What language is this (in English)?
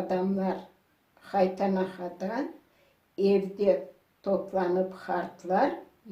Crimean Tatar